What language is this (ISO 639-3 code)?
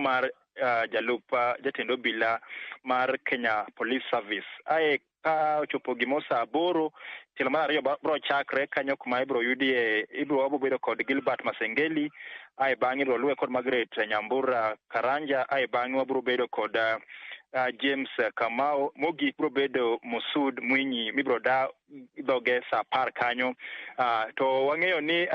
luo